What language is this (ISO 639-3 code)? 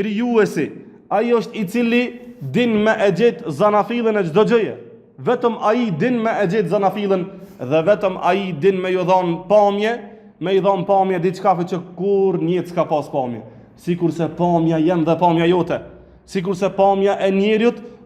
sqi